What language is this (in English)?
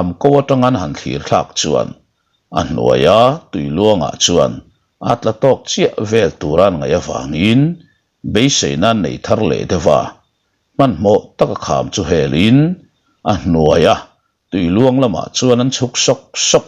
Mizo